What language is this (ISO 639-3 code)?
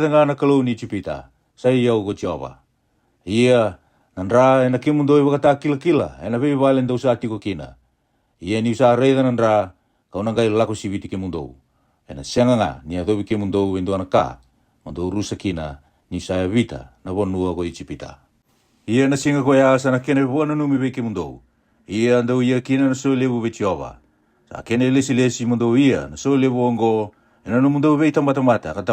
fij